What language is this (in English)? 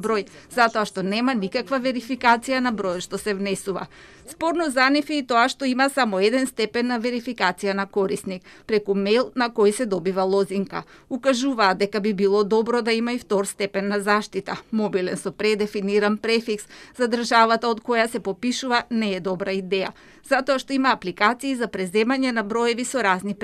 Macedonian